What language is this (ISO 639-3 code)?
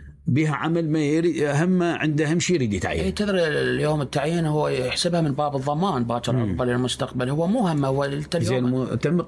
acm